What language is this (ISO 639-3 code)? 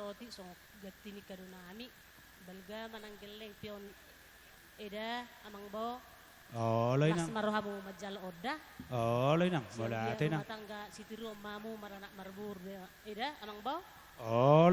bbc